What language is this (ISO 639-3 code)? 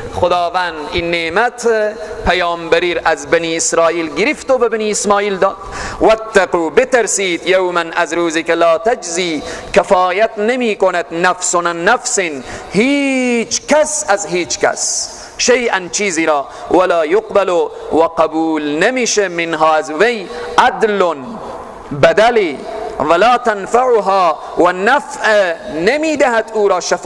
fas